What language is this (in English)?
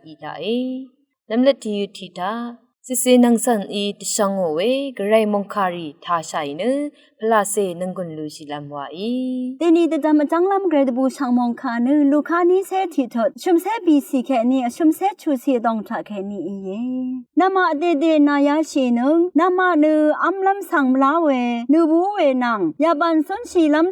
Rawang